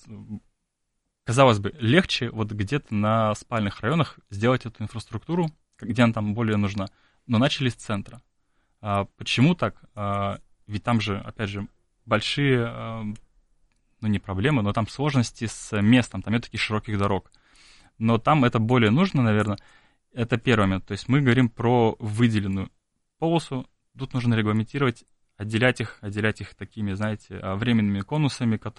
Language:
Russian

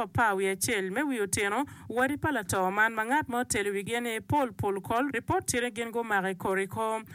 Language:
Acoli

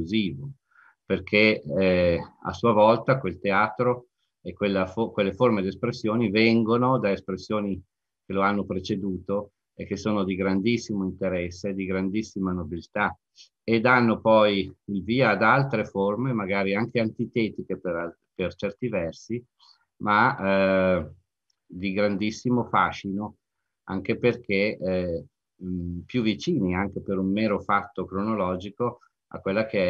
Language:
Italian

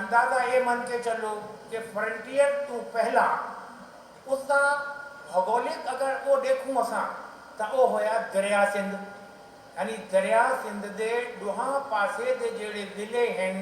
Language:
Saraiki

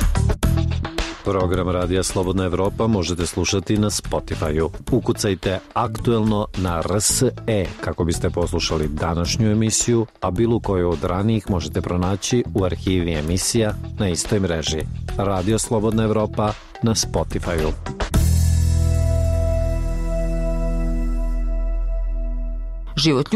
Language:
Bosnian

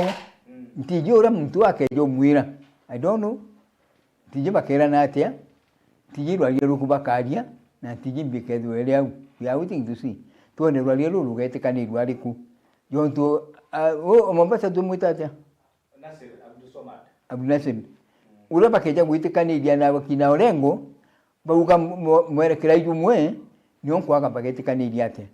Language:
Meru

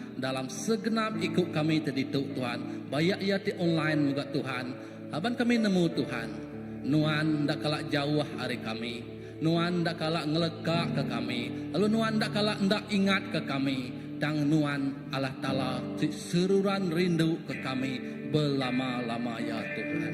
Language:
Iban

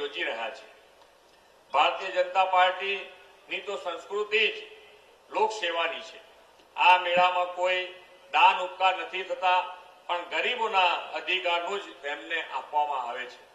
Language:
Gujarati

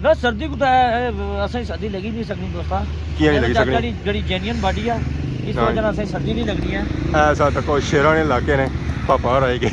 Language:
Pahari-Potwari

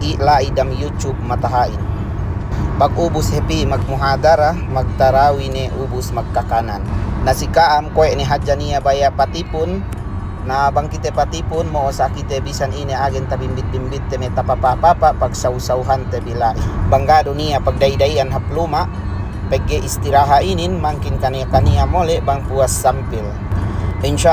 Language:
Yakan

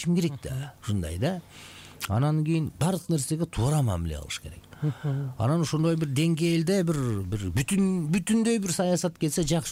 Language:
Kyrgyz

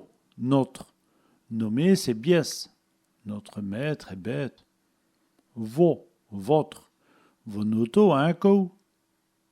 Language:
Walloon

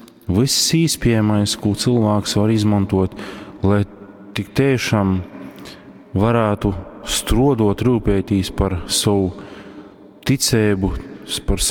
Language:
Latgalian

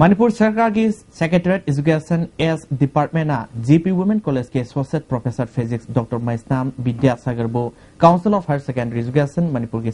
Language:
Manipuri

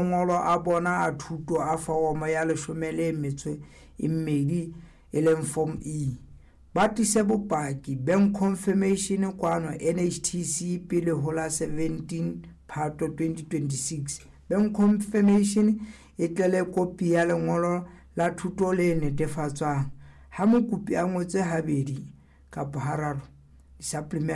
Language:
Southern Sotho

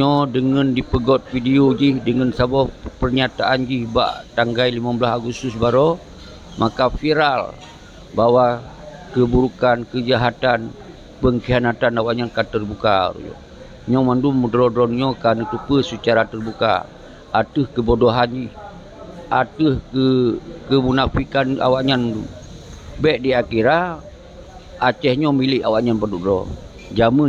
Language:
Achinese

